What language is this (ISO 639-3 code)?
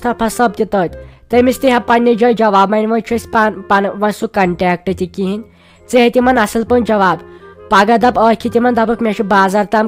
kas